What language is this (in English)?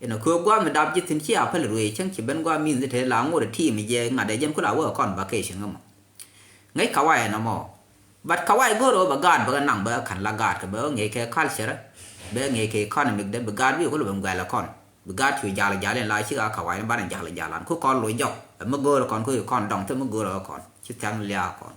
Nuer